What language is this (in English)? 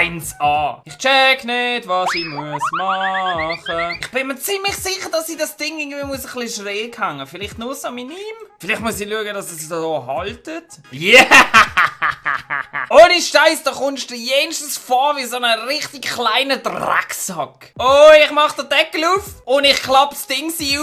Swiss German